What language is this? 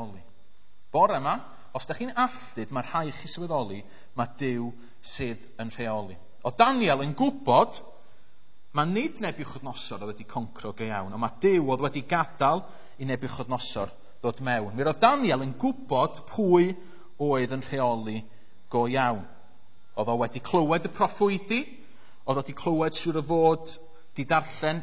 Welsh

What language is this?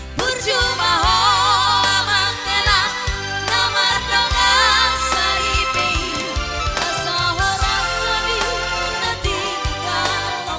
Batak Toba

